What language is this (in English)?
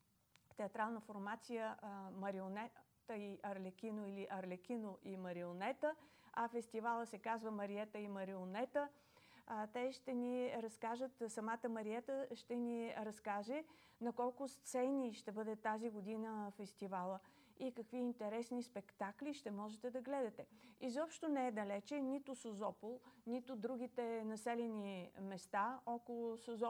Bulgarian